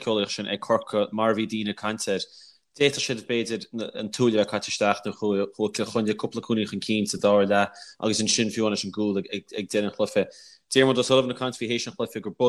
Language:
Irish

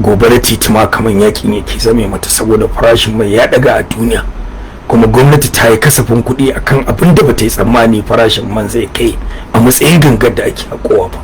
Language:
Hausa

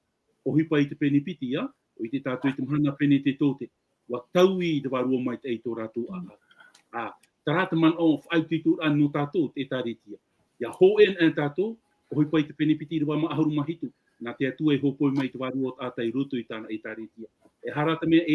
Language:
Tahitian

